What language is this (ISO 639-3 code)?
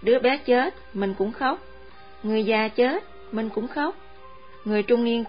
vie